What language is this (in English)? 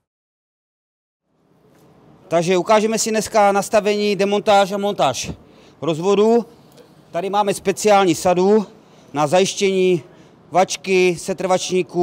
Czech